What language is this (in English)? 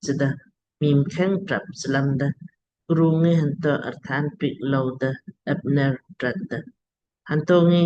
Lamkang